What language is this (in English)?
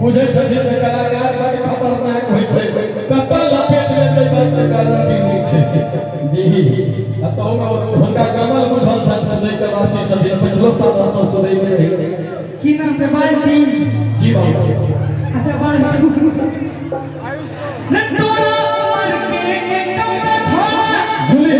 Maithili